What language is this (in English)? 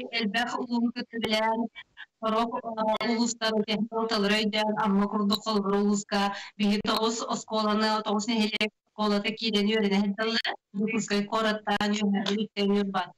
Yakut